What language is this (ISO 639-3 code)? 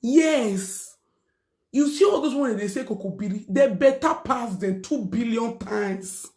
pcm